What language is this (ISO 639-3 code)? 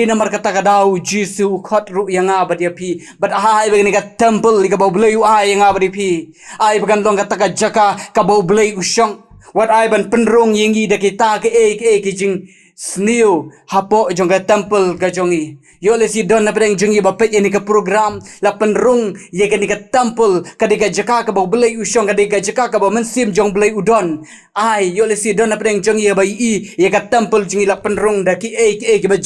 kha